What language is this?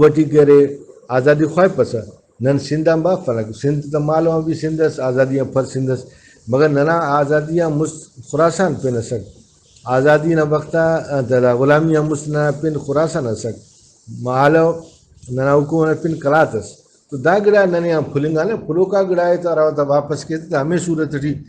Brahui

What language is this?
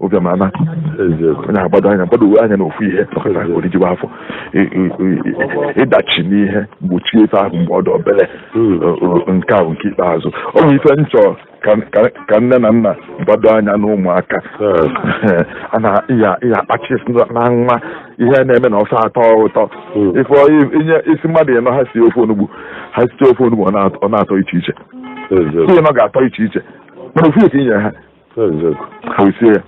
Igbo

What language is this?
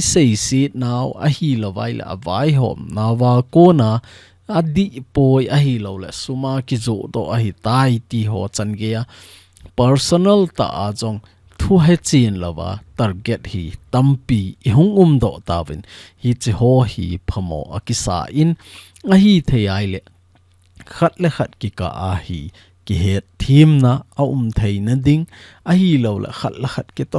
Thado Chin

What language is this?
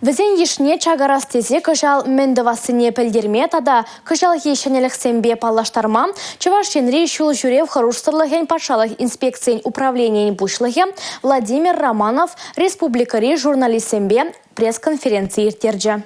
Chuvash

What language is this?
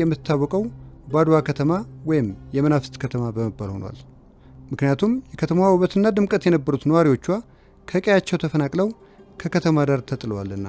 Amharic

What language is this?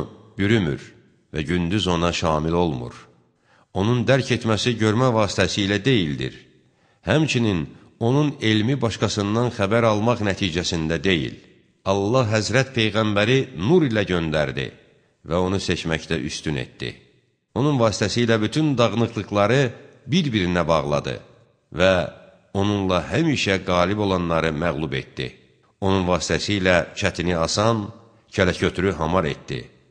Azerbaijani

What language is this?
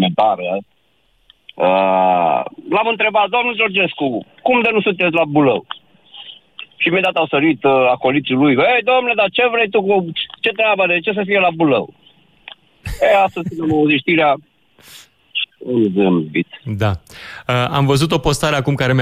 Romanian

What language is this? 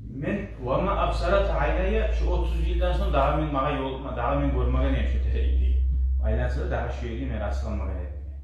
Kumyk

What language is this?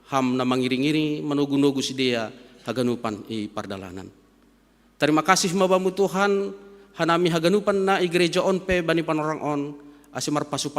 Batak Simalungun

